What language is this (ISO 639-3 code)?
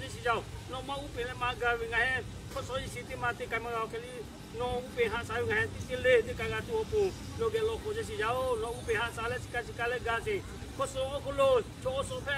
lhu